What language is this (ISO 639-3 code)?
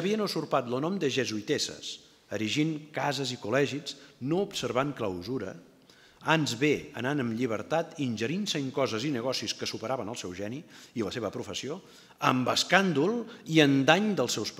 cat